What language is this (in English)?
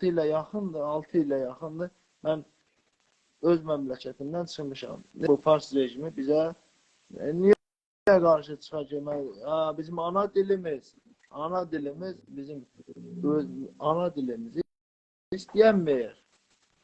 South Azerbaijani